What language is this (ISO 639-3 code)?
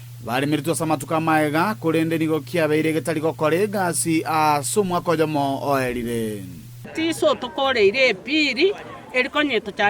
guz